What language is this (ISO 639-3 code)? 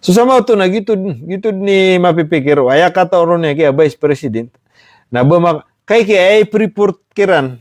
mrw